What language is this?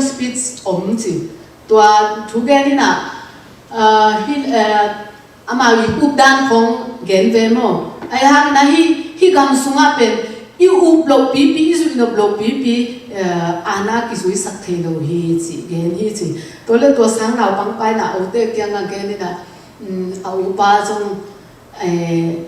Tedim Chin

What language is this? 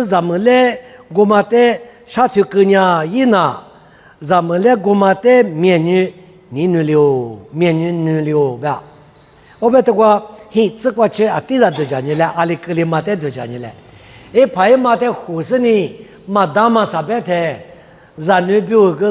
Lisu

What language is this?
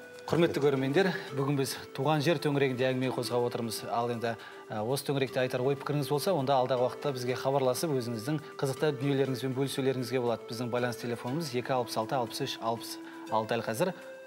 Kazakh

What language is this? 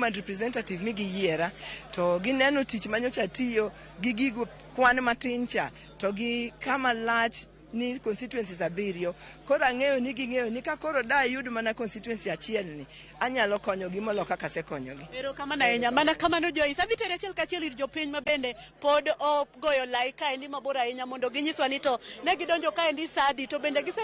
Luo (Kenya and Tanzania)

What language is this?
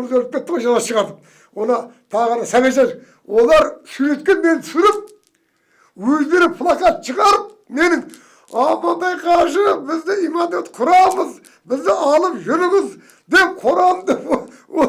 Kazakh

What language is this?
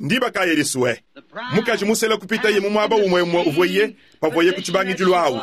Luba-Lulua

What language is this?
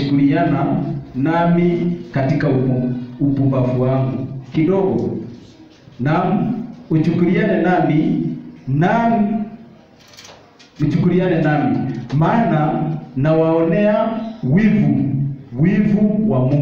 Swahili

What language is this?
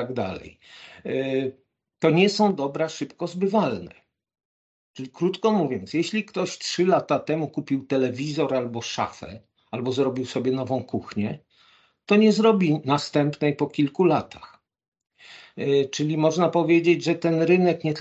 Polish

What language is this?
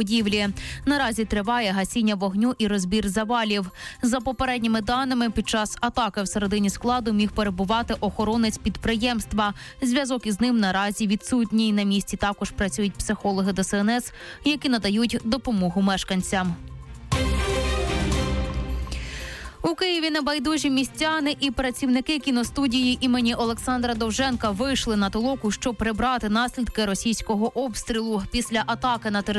Ukrainian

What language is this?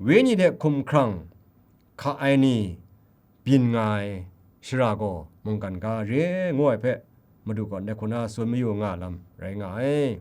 Kachin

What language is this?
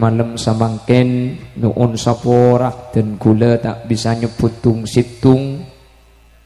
Madurese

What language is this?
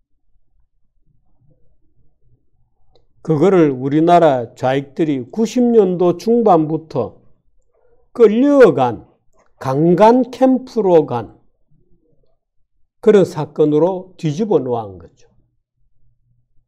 Korean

